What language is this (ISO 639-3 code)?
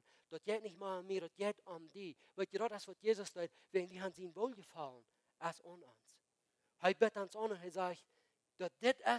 pdt